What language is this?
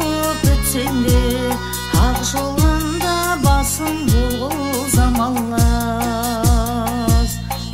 Kazakh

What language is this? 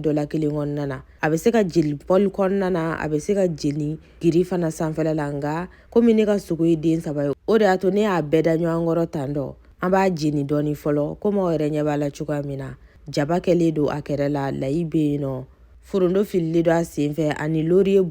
Bambara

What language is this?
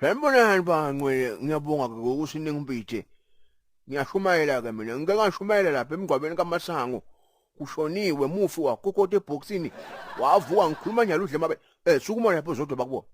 Zulu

